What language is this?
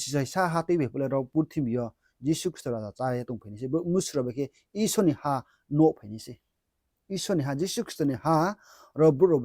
Riang (India)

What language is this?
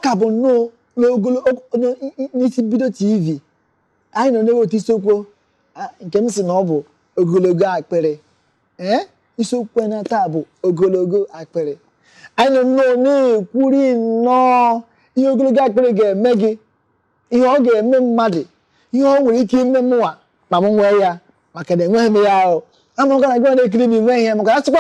Igbo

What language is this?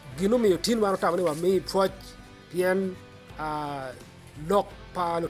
Acoli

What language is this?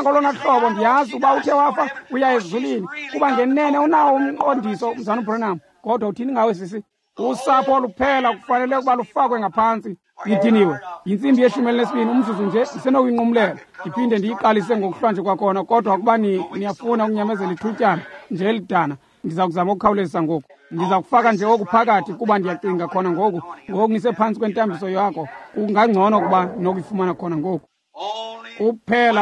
Xhosa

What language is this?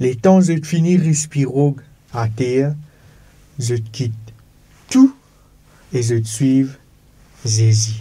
Morisyen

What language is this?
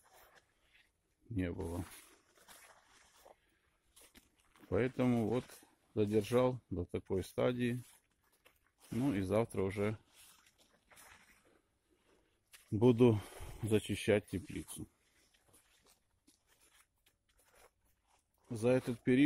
Russian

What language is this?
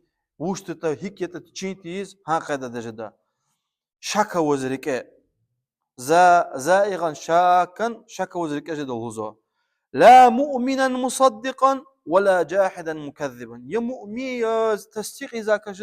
Lezghian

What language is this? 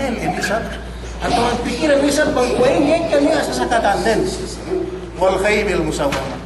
Yakan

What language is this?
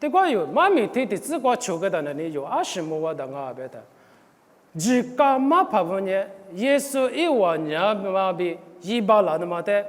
Lisu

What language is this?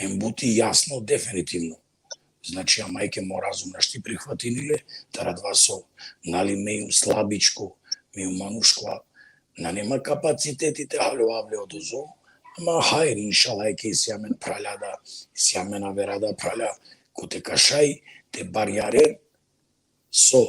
Balkan Romani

